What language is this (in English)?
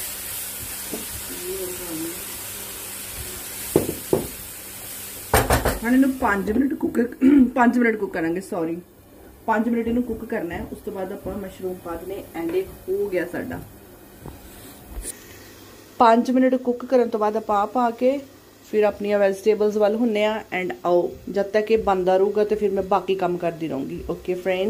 Punjabi